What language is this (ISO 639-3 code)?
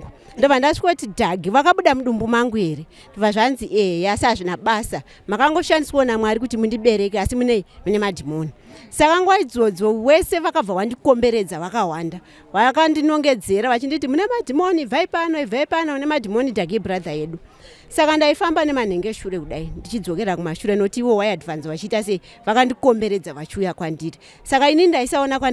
sna